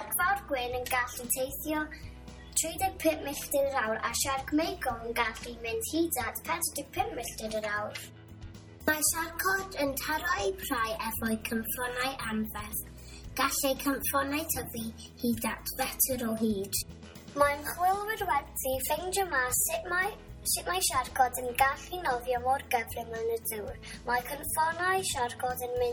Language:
Welsh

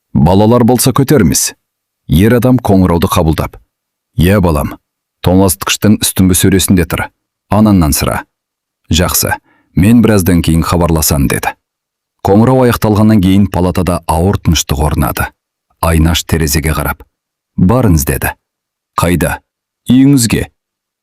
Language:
Kazakh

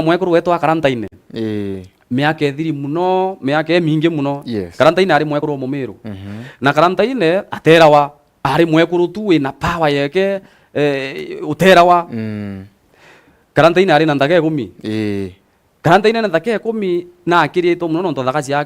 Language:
Meru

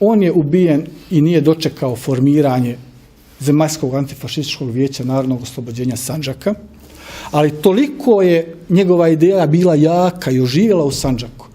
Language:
Bosnian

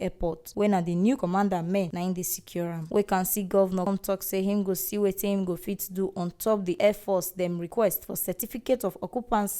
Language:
Nigerian Pidgin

